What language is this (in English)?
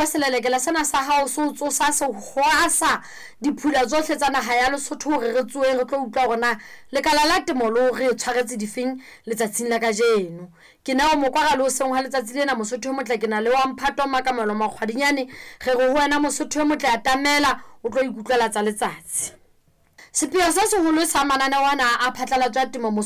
Southern Sotho